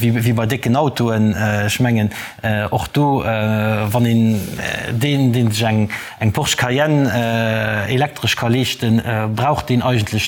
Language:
Luxembourgish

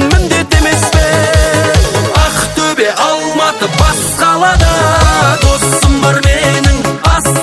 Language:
Kazakh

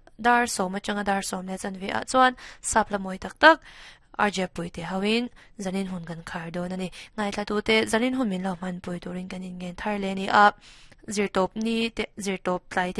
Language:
Mizo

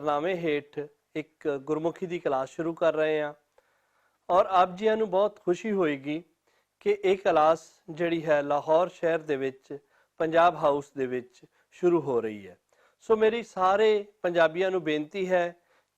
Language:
Western Panjabi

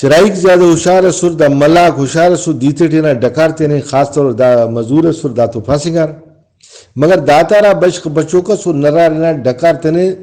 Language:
Brahui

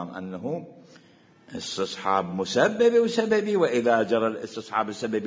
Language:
Mesopotamian Arabic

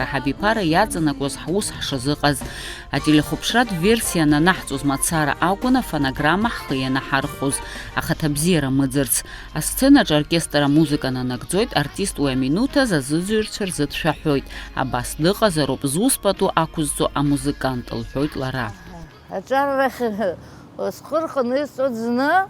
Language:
Abkhazian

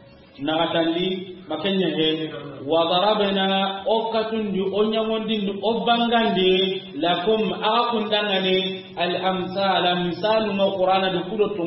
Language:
Soninke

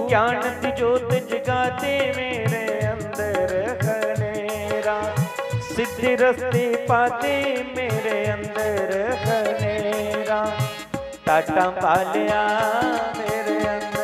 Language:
Dogri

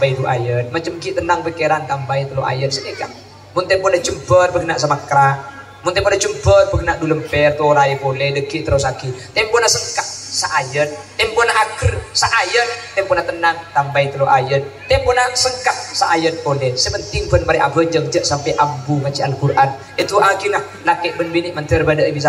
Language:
Madurese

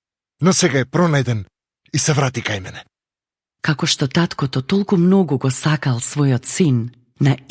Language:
Macedonian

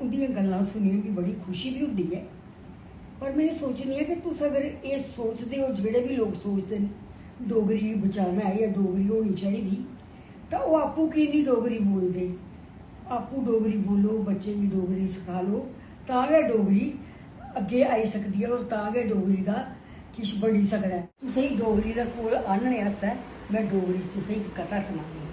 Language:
Dogri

